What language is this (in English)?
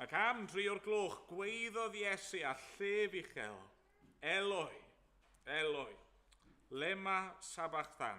Welsh